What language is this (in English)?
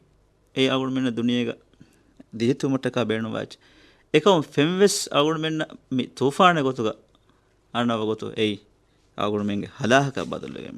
Divehi